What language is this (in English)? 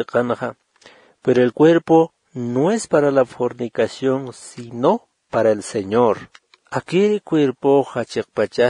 Aymara